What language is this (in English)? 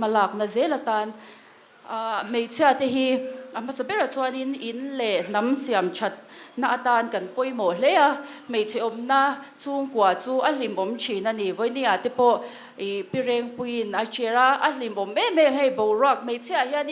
Mizo